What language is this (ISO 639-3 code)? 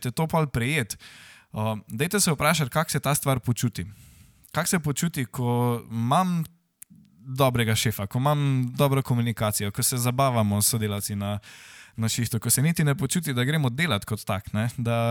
slv